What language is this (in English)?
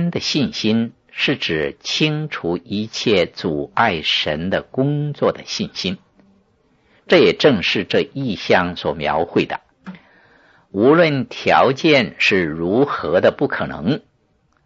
Chinese